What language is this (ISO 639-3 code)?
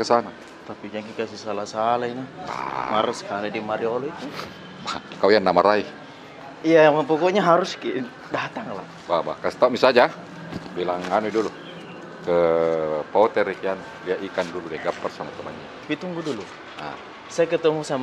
mfp